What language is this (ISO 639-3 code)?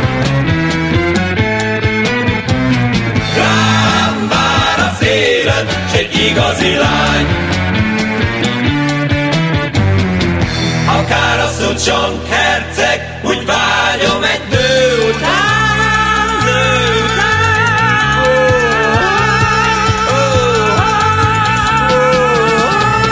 hun